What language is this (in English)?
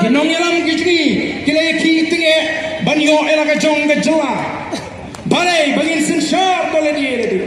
Khasi